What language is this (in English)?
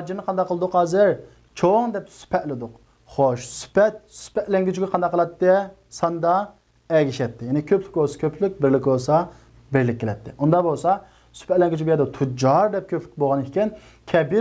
Uyghur